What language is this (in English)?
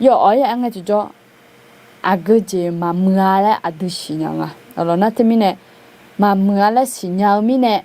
Akha